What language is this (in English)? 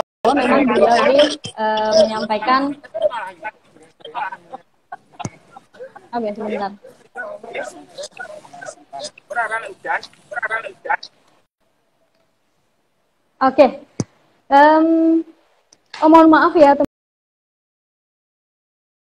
Indonesian